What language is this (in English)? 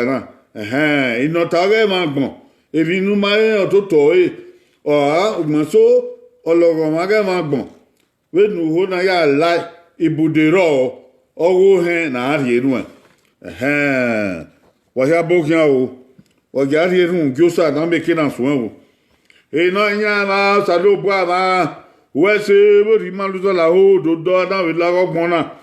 Bini